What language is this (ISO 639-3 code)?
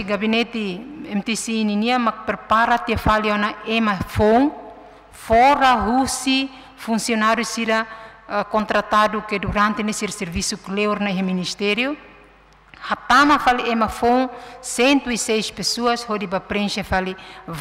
tet